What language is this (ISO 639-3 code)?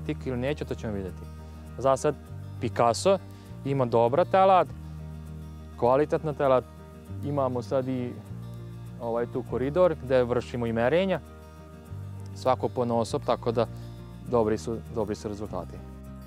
srp